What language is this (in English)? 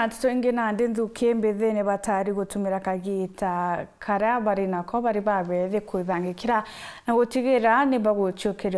Meru